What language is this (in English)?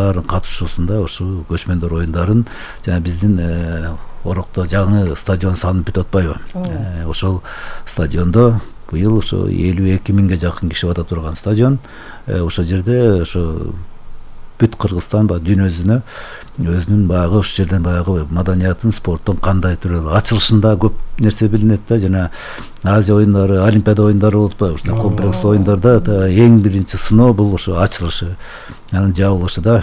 Kyrgyz